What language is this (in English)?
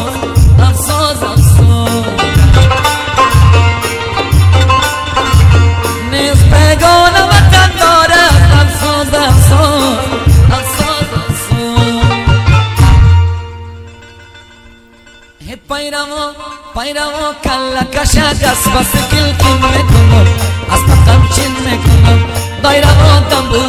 Persian